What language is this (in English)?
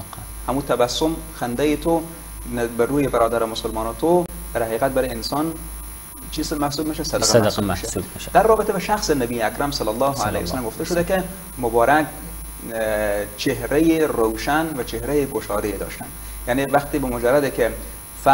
Persian